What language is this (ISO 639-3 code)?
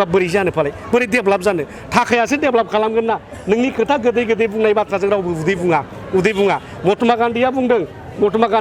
brx